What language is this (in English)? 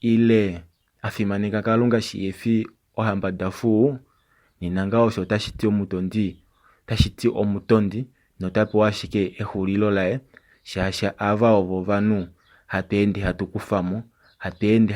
Kuanyama